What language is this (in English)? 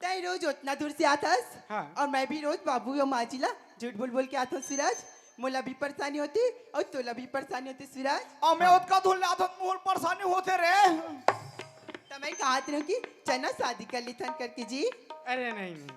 Chhattisgarhi